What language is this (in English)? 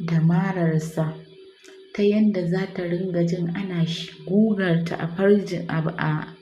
Hausa